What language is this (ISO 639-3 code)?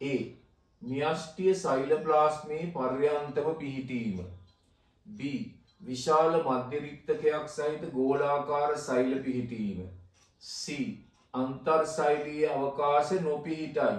sin